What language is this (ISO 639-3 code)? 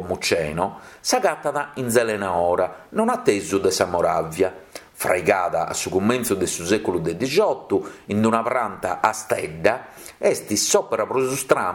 srd